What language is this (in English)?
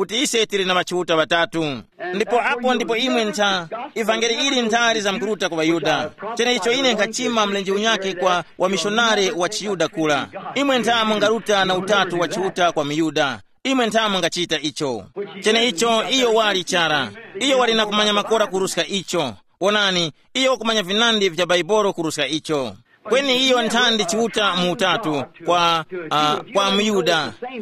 Tumbuka